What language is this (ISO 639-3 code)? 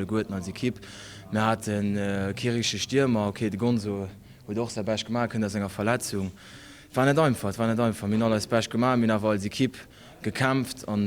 ltz